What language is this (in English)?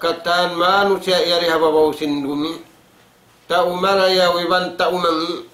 Tausug